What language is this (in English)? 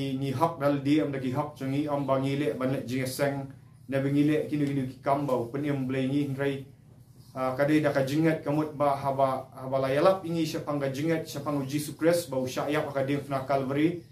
Khasi